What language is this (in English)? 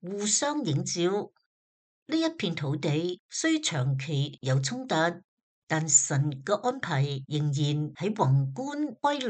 Cantonese